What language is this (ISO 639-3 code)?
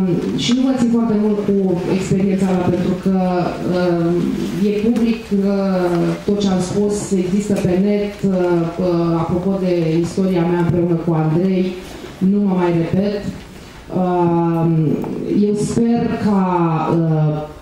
ron